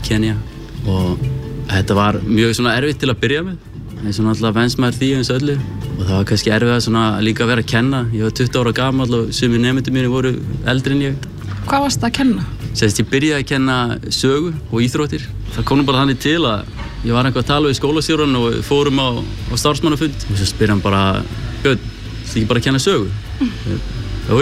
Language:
Icelandic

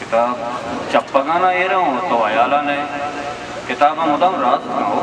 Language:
Baluchi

